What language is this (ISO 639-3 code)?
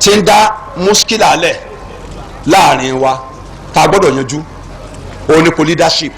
yor